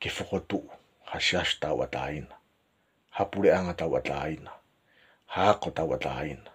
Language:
Tongan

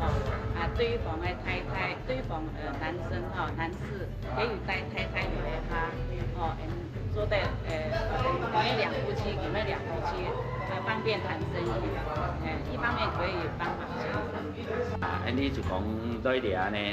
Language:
Hakka Chinese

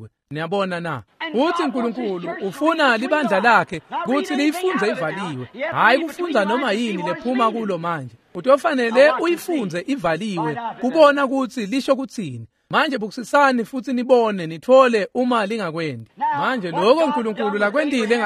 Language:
Swati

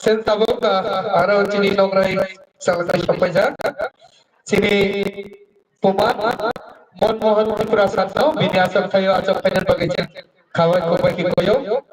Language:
Kok Borok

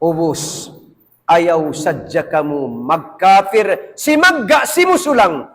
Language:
Tausug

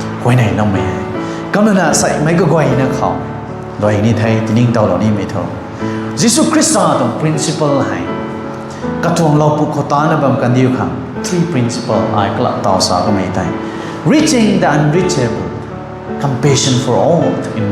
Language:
Rongmei Naga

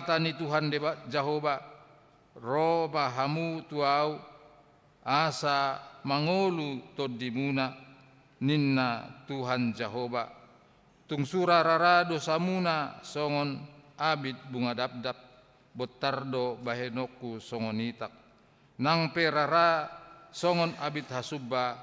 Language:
Batak Toba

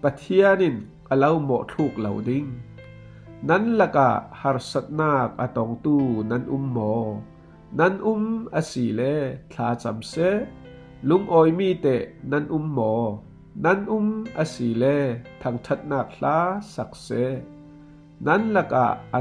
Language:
Falam Chin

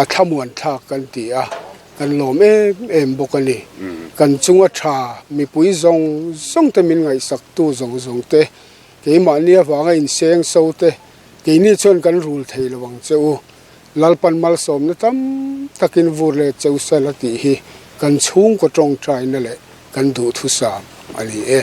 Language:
Mizo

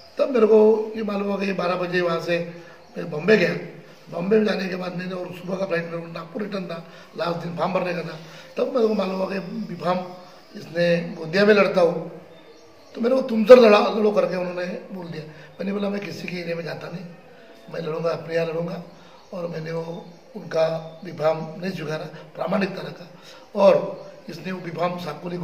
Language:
Marathi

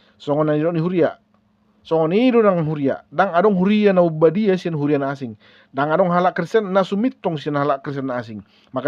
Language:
Batak Toba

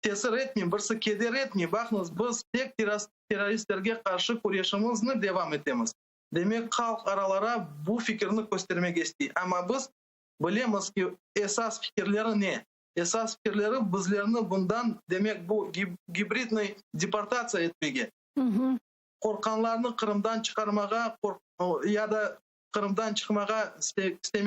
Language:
Crimean Tatar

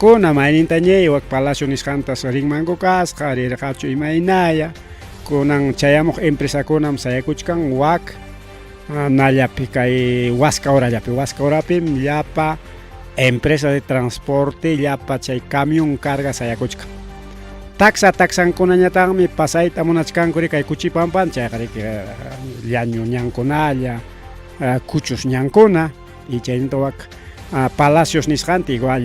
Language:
Ayacucho Quechua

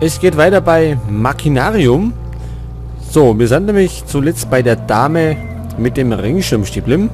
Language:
Bavarian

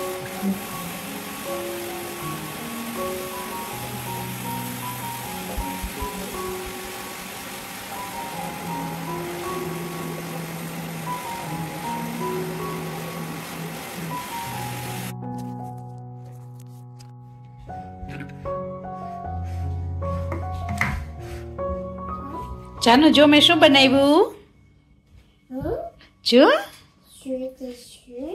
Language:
Gujarati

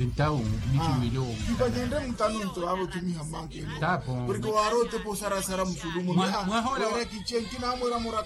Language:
Makhuwa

